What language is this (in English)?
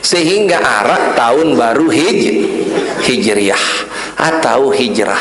Sasak